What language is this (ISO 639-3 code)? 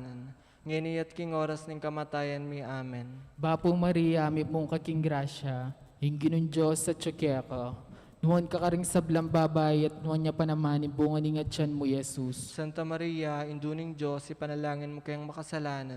pam